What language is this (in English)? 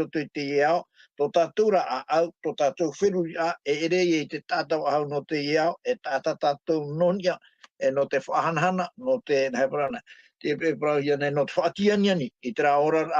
Tahitian